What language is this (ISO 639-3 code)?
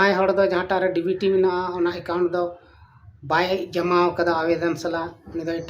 sat